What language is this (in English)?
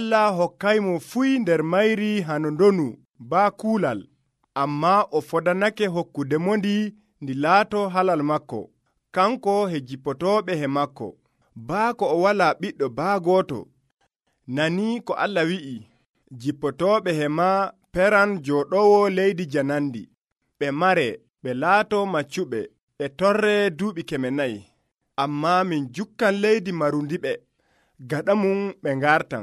Nigerian Fulfulde